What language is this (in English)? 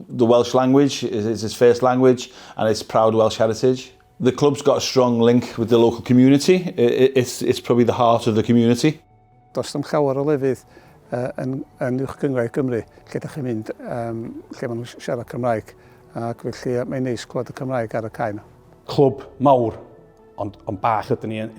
Welsh